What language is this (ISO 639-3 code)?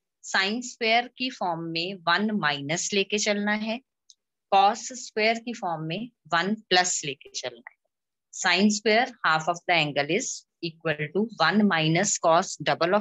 hin